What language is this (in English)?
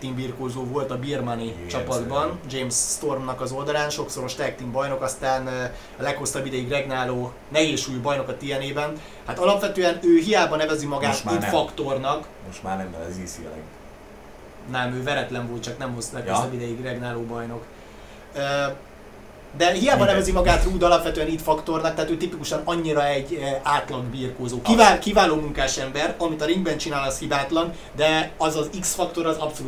Hungarian